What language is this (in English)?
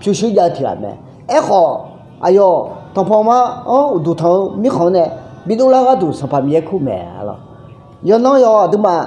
Akha